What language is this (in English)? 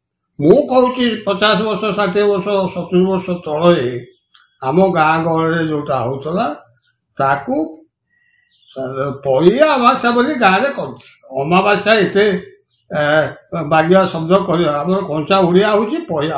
Odia